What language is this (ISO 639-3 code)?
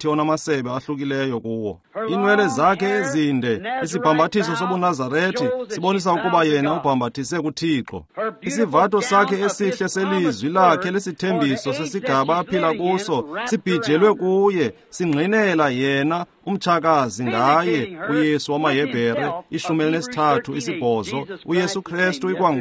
xho